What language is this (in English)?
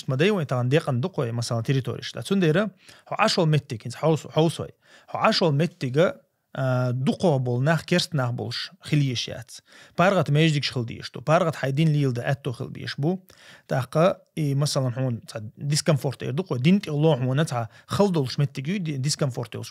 Chechen